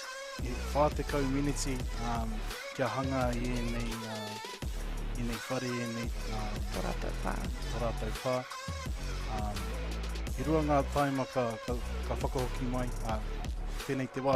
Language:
Māori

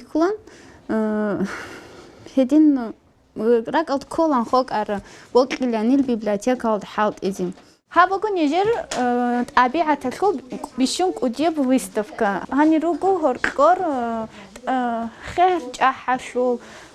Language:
Avaric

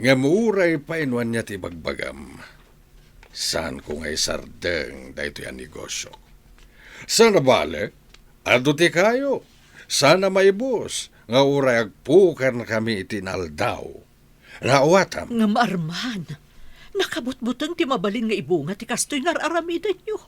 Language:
Iloko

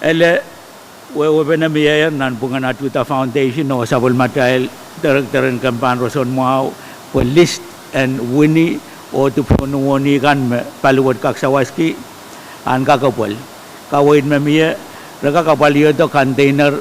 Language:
Pohnpeian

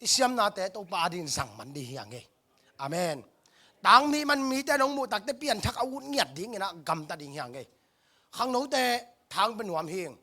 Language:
Tedim Chin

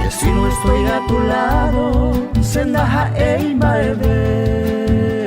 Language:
Guarani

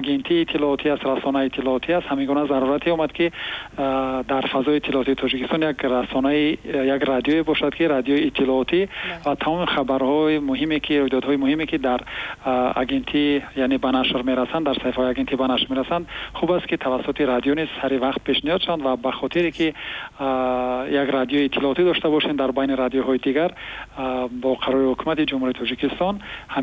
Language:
Tajik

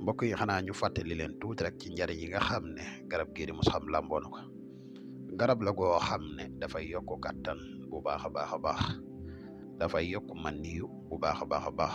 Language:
Wolof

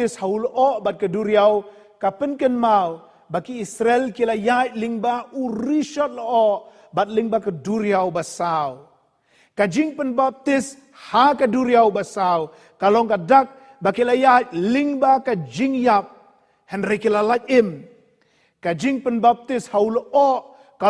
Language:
Khasi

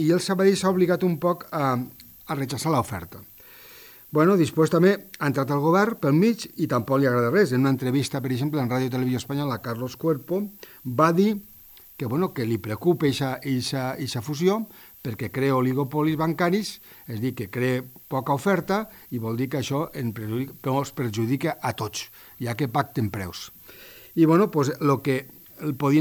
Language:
Catalan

